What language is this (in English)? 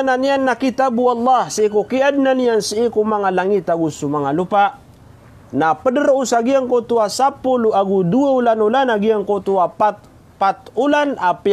Maranao